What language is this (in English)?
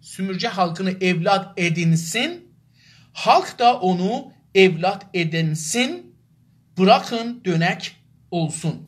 South Azerbaijani